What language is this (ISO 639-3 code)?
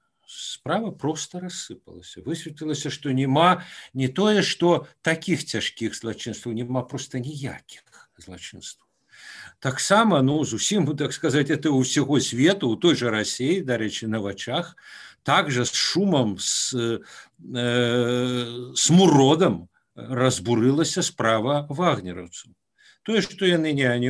bel